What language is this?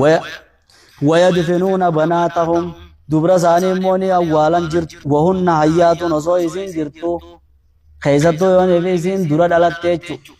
Oromo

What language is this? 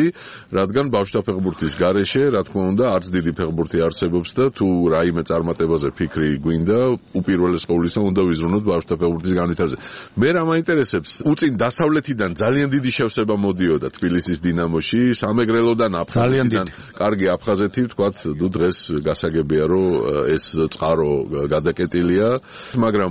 Georgian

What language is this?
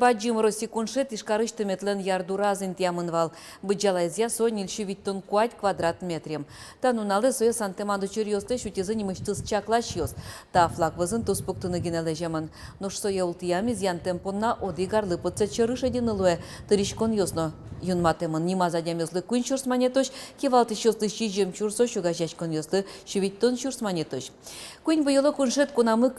Udmurt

